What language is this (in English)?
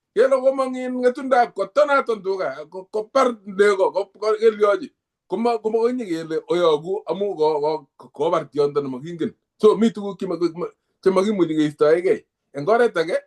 Kalenjin